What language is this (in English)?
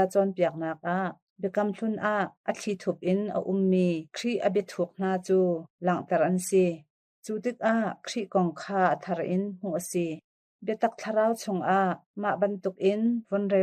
Hakha Chin